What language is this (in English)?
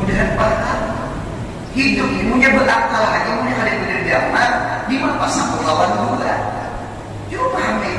Banjar